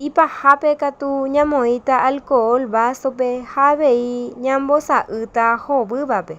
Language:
Guarani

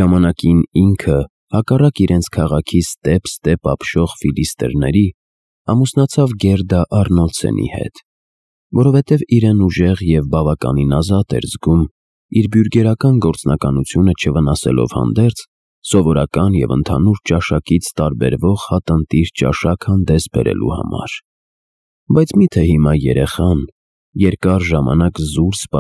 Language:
Armenian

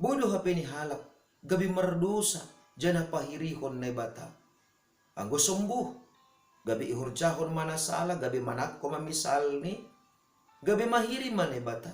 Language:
Batak Simalungun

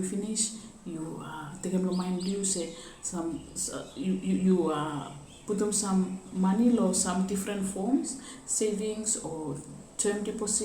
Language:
Bislama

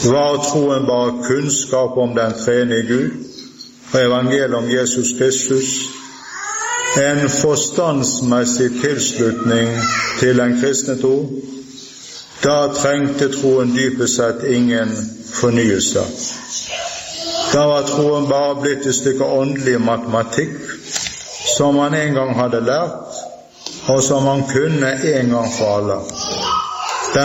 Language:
Norwegian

